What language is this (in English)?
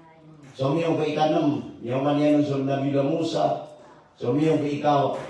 Maranao